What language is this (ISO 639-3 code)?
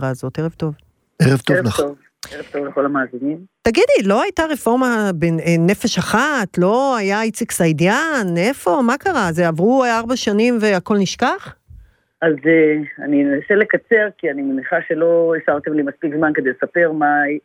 heb